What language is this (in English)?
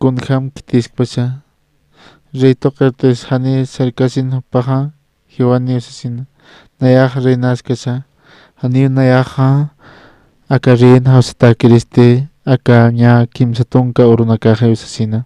Aymara